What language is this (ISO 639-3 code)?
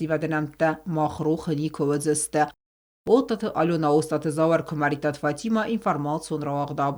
oss